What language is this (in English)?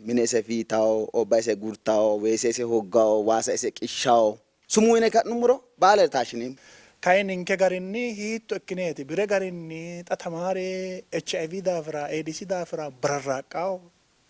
Sidamo